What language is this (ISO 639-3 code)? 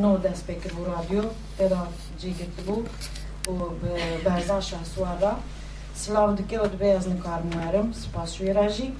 kur